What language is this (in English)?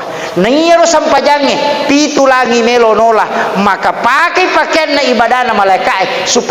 Buginese